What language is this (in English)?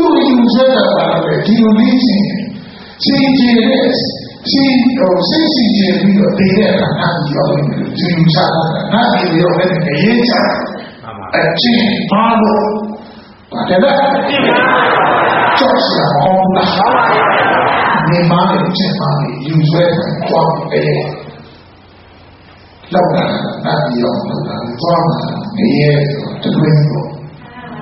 Burmese